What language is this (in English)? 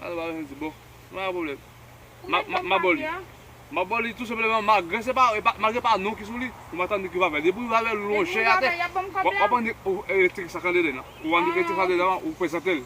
Haitian Creole